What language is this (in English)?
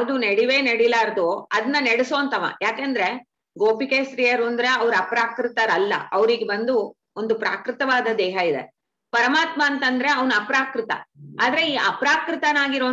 Kannada